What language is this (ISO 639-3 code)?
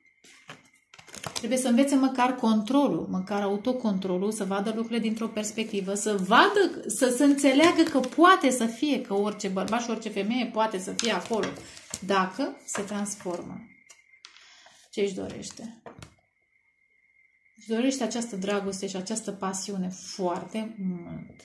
ron